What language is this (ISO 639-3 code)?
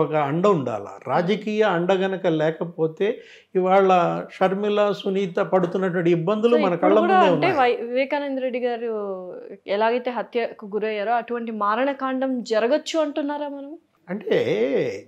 tel